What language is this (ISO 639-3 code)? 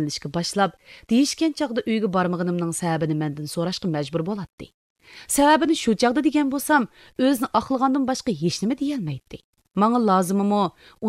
uig